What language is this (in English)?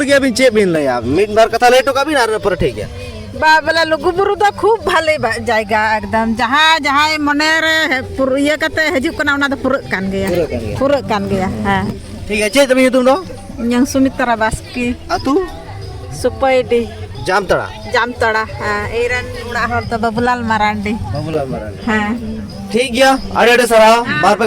Santali